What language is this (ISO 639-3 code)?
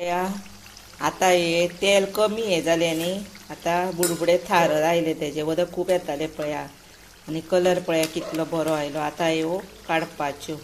kok